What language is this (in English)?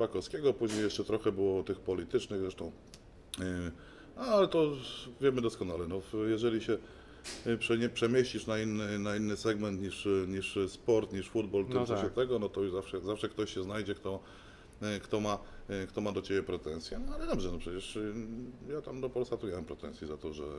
Polish